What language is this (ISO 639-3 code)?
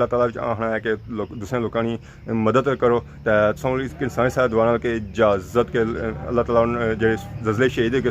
phr